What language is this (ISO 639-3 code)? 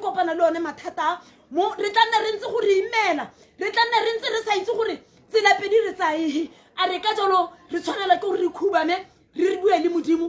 tsn